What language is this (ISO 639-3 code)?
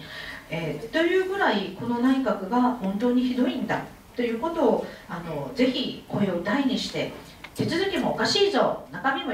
jpn